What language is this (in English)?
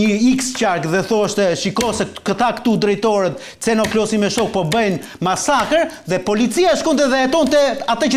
Albanian